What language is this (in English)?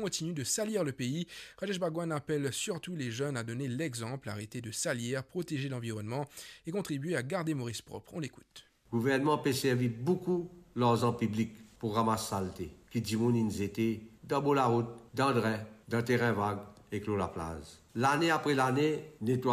Morisyen